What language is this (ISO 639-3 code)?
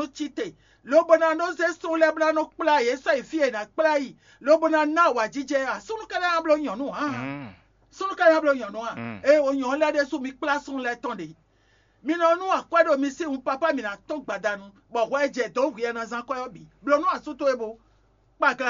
fon